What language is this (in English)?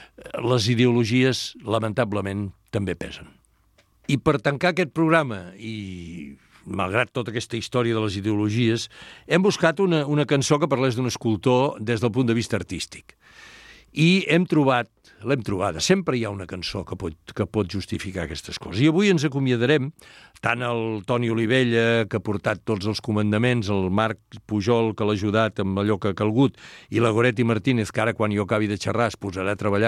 Catalan